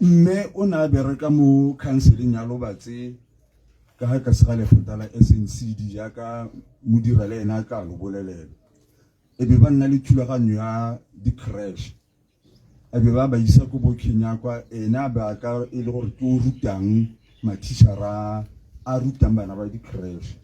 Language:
Tswana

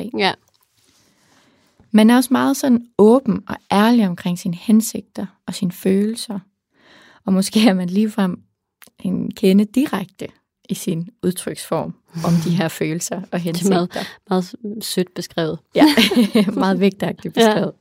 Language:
Danish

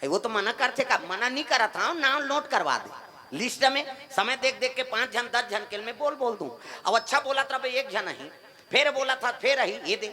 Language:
Chhattisgarhi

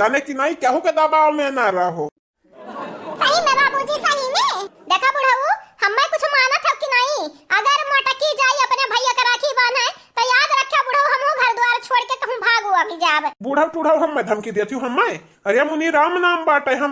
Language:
Awadhi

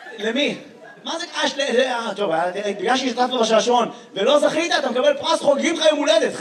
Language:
Hebrew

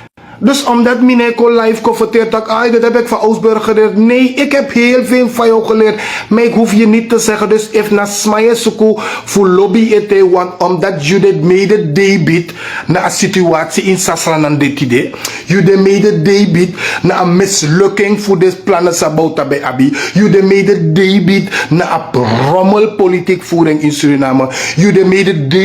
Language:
Sranan Tongo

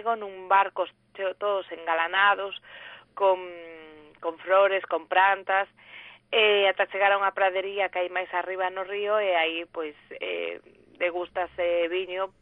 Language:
Galician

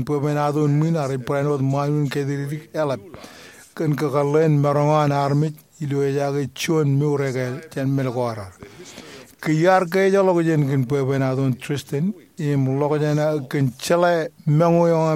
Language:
Marshallese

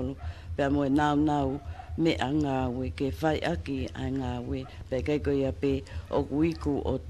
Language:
Tongan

